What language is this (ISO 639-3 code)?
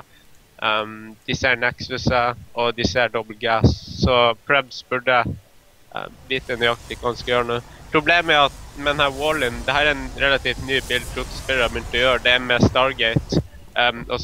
nor